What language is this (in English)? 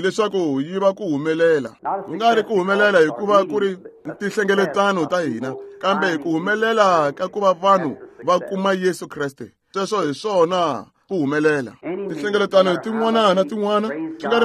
Tsonga